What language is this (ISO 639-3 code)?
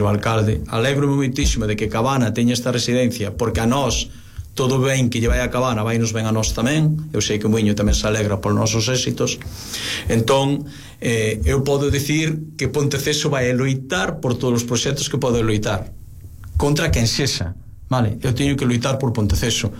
glg